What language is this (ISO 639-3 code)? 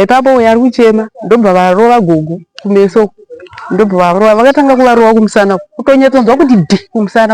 sna